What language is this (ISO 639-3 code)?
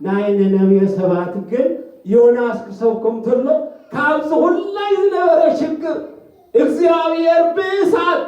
tir